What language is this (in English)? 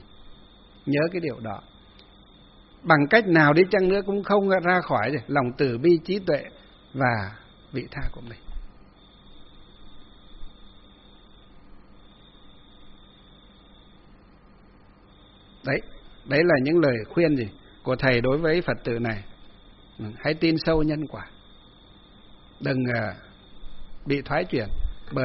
Vietnamese